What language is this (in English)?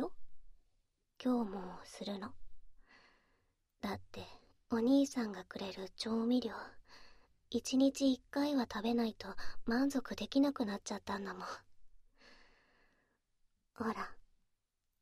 Japanese